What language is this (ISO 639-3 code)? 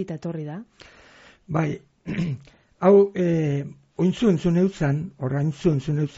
eus